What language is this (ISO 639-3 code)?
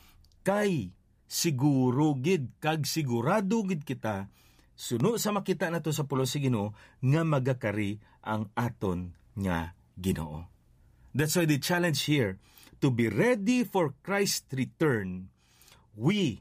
hil